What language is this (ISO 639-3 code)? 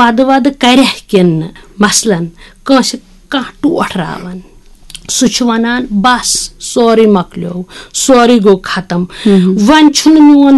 kas